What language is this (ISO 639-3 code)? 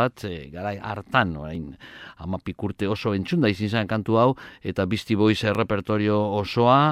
eus